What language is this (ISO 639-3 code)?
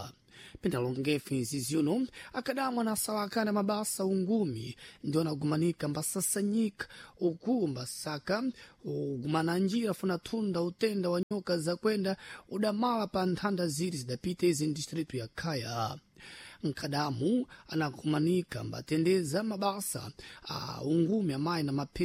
seh